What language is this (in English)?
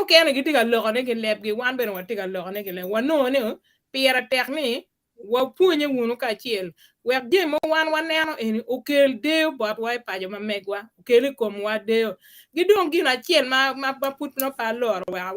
Acoli